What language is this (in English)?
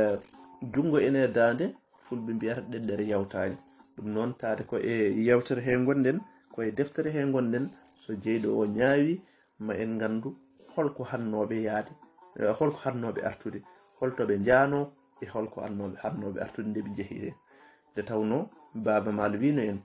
Fula